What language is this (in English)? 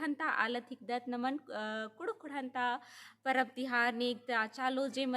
Kurukh